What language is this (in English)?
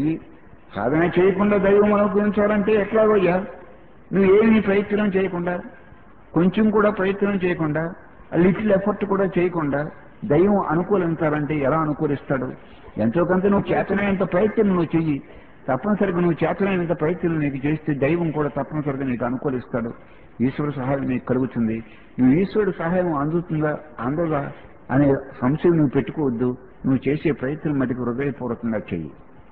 Telugu